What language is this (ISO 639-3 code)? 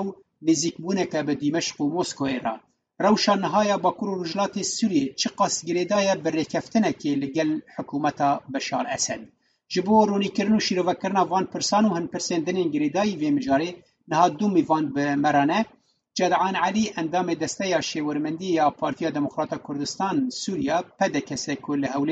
kur